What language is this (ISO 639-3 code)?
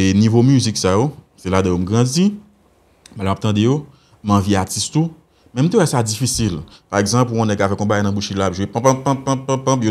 hat